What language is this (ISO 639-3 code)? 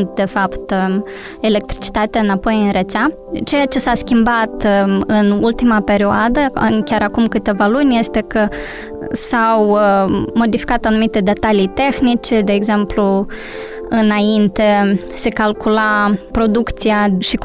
ron